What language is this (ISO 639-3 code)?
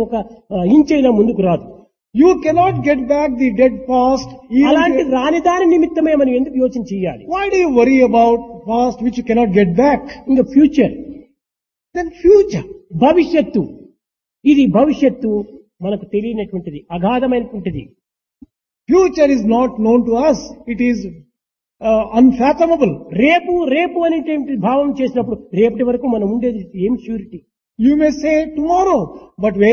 tel